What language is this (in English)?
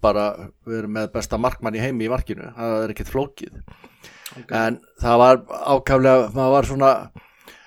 Icelandic